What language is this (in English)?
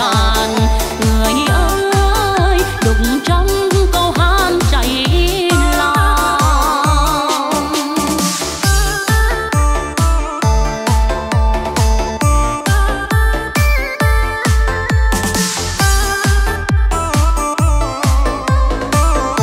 Vietnamese